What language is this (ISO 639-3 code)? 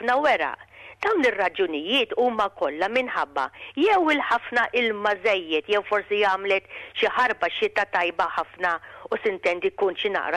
mlt